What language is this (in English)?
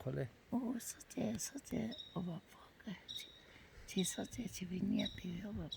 Lahu